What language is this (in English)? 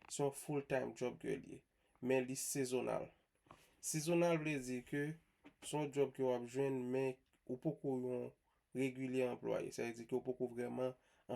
Haitian Creole